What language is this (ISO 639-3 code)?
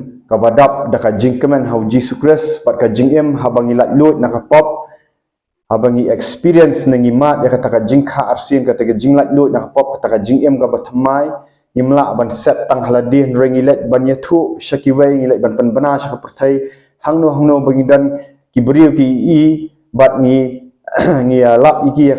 kha